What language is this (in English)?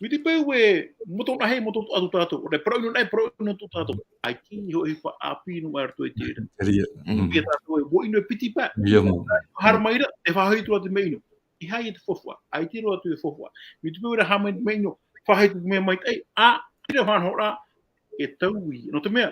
Tahitian